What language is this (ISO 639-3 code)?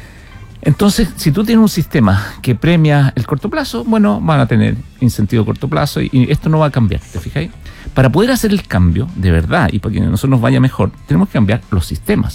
spa